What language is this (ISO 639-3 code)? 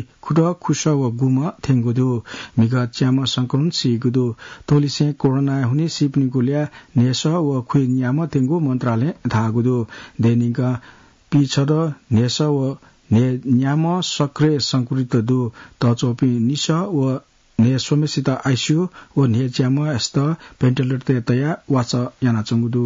new